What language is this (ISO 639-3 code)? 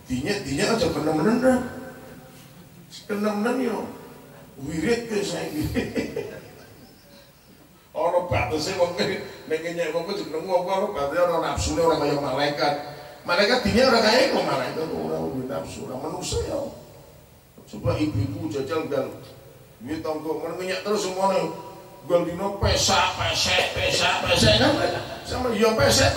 jav